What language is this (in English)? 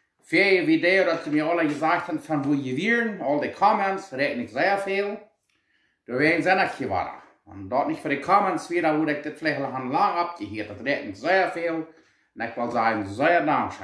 Plautdietsch